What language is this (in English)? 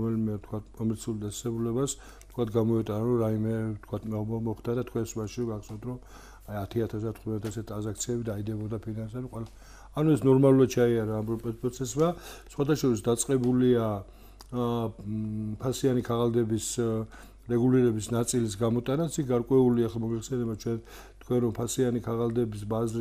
Georgian